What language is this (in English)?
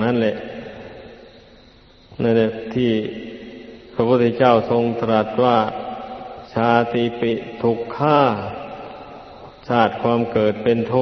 Thai